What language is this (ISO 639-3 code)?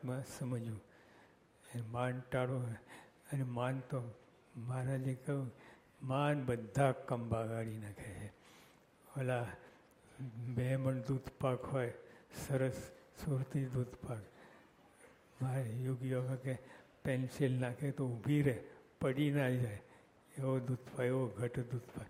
guj